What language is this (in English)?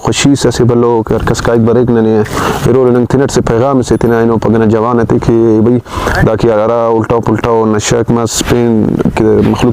Brahui